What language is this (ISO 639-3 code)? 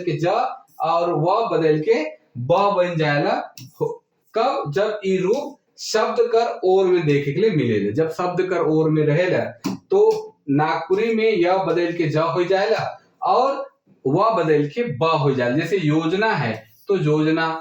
sck